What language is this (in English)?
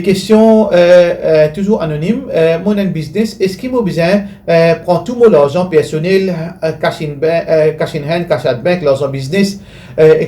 Morisyen